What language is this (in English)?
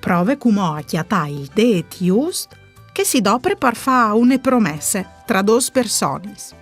Friulian